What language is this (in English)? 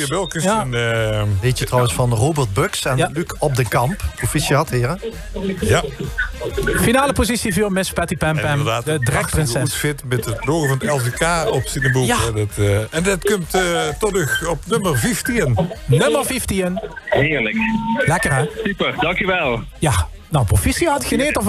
Limburgish